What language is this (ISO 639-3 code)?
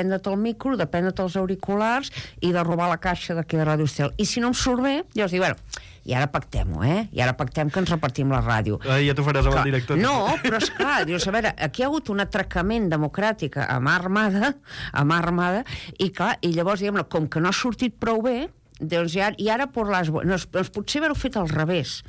cat